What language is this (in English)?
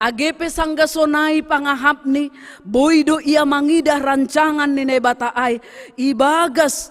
Batak Simalungun